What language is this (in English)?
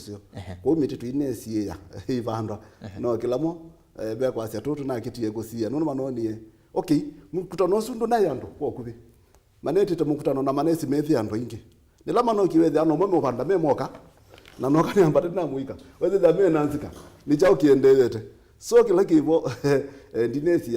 Kamba